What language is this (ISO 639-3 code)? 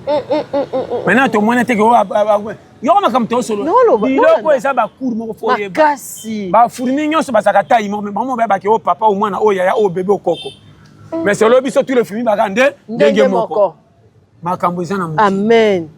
lin